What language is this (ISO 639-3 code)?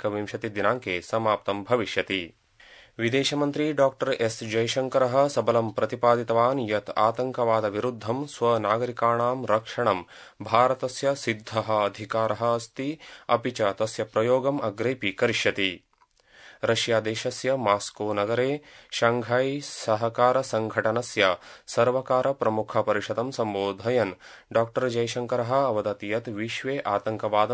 san